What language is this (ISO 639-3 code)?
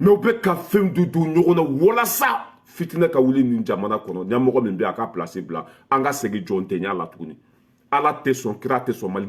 bam